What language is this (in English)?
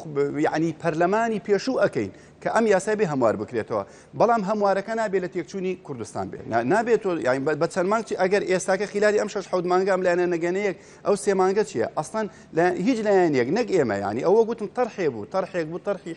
Central Kurdish